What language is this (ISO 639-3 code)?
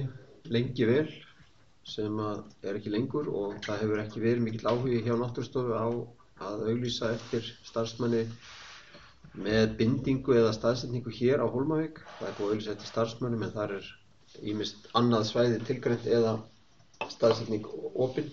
isl